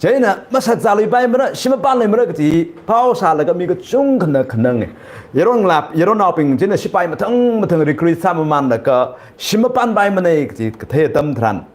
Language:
Tangkhul Naga (India)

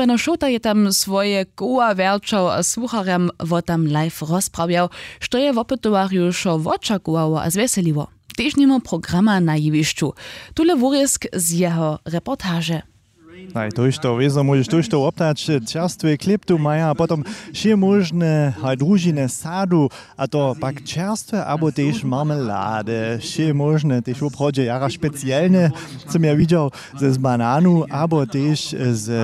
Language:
Upper Sorbian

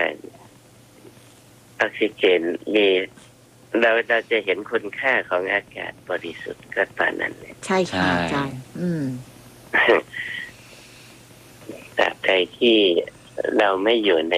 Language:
Thai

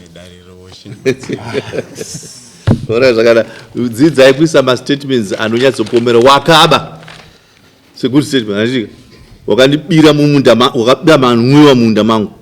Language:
Shona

